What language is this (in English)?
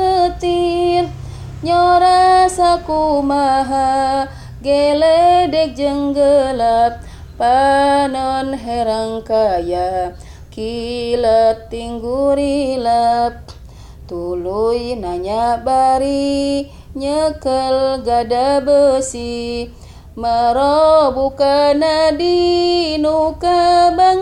Sundanese